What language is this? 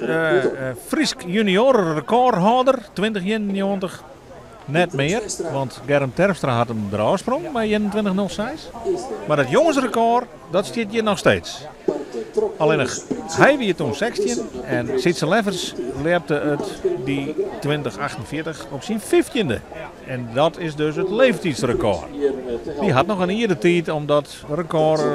Western Frisian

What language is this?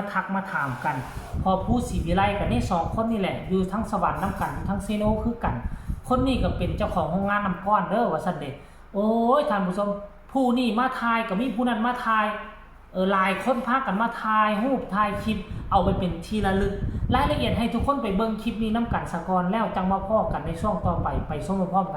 Northeastern Thai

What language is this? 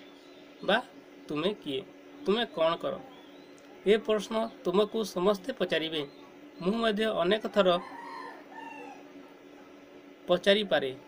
Odia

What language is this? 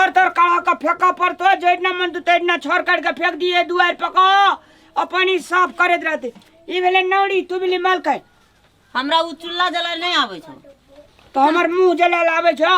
Maithili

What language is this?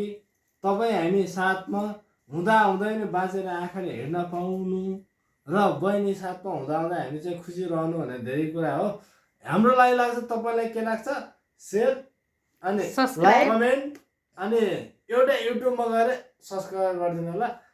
Nepali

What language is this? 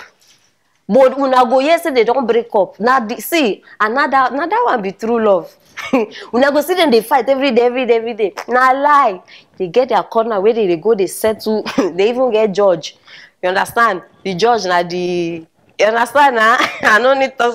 Nigerian Pidgin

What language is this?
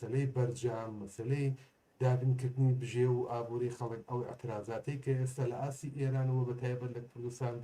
Central Kurdish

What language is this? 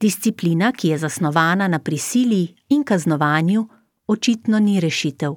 Slovenian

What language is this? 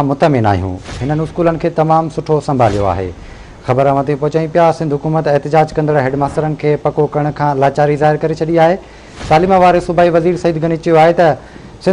Sindhi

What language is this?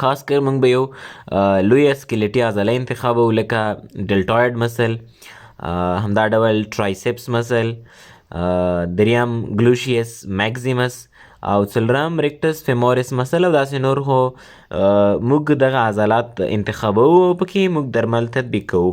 Pashto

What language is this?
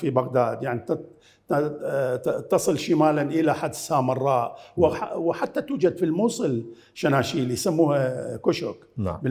Mesopotamian Arabic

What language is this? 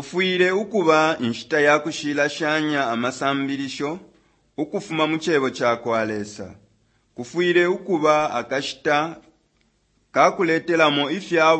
Bemba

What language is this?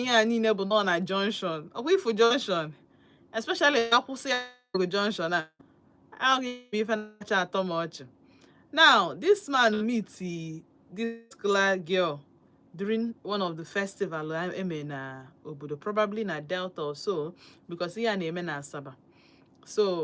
Igbo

